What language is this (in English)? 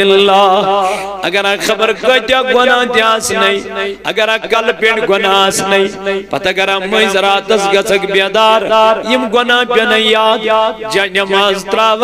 Kashmiri